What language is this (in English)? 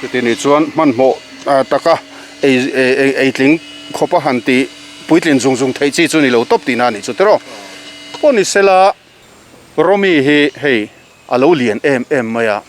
Mizo